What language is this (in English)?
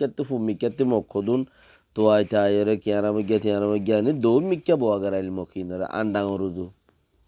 Rohingya